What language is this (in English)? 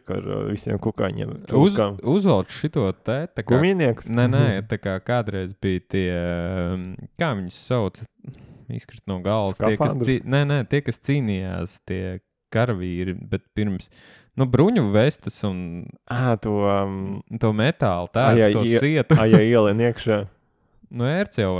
Latvian